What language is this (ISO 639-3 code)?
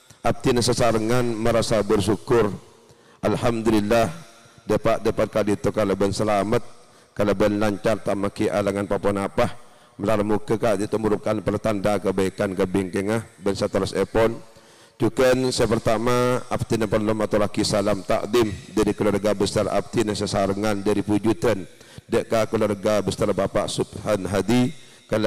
mad